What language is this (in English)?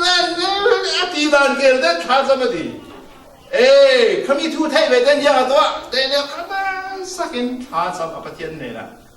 Falam Chin